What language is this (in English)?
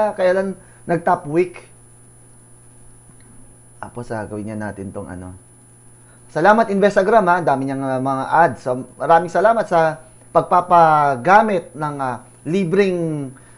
Filipino